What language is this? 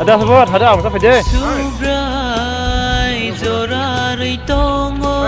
Kok Borok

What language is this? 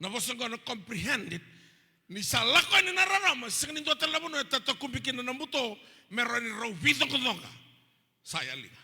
Fijian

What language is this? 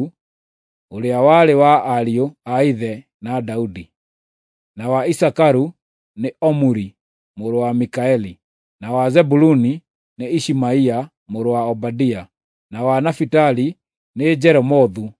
Kikuyu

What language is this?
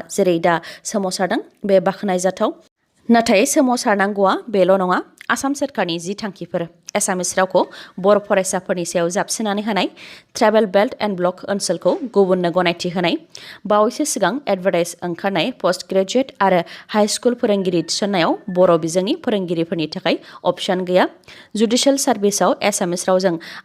Bodo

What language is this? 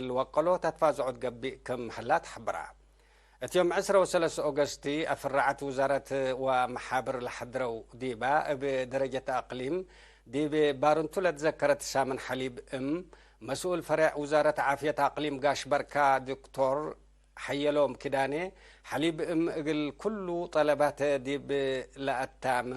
Tigre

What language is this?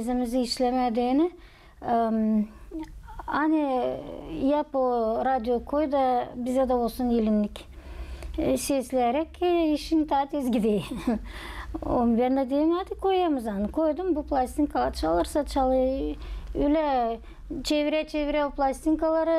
Gagauz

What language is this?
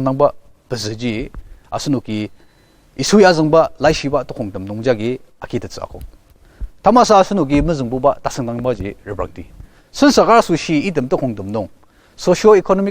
Ao Naga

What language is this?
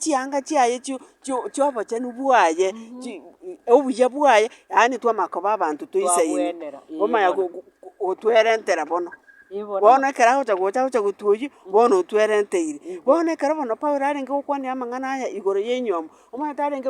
Gusii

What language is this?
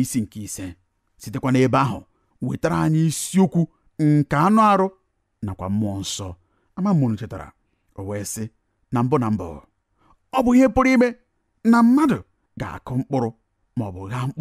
Igbo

